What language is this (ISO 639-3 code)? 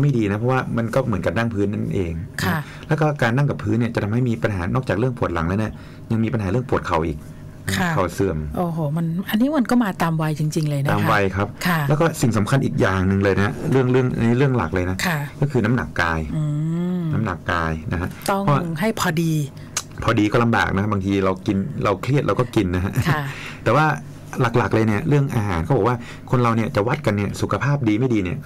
tha